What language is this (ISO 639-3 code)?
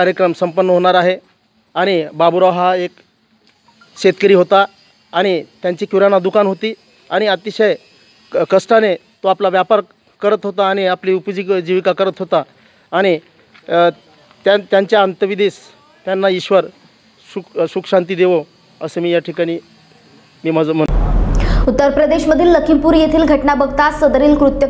mar